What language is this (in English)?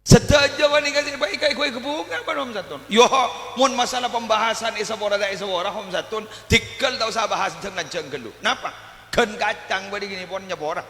Madurese